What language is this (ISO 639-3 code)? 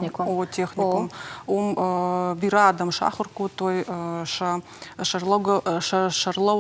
oss